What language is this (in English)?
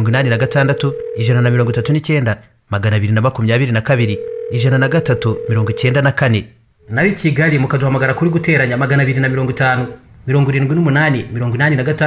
Kinyarwanda